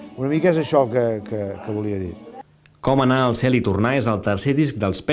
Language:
Catalan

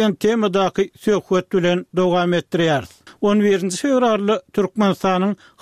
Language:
Turkmen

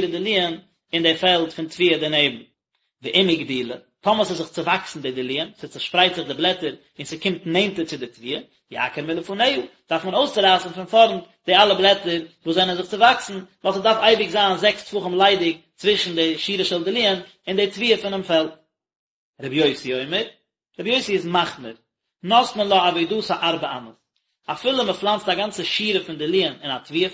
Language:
Yiddish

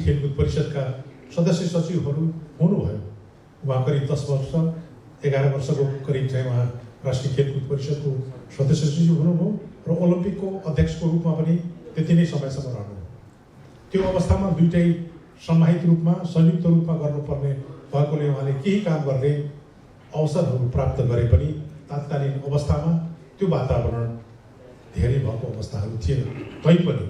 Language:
Nepali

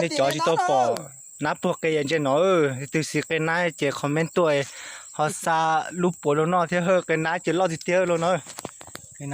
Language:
Hmong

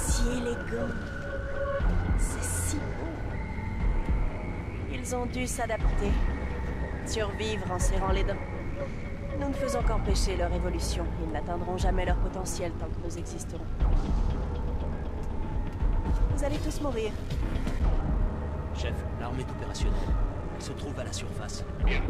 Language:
French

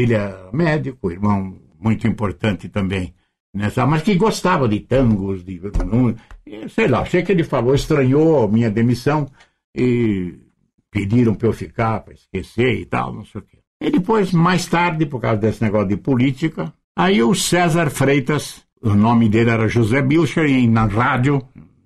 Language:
Portuguese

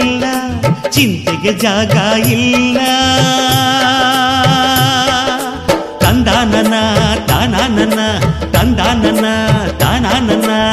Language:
Kannada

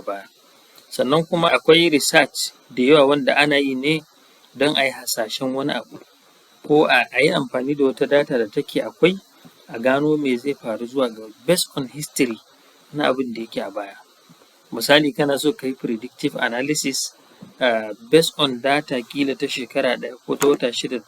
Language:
Hausa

